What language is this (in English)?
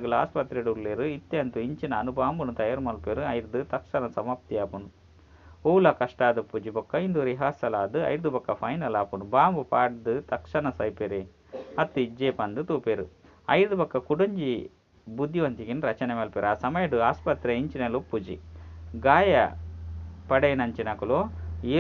Tulu